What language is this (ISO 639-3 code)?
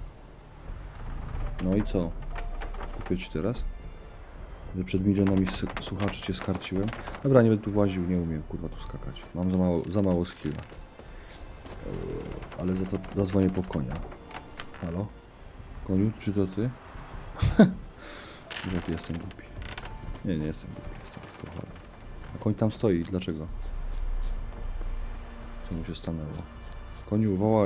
pol